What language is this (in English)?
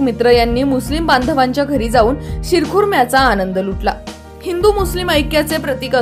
Marathi